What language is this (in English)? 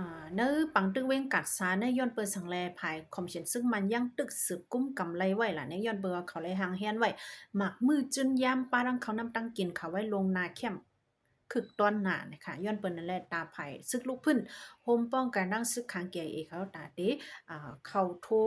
Shan